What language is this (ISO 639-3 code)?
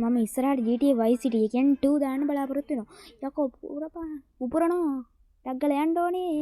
sin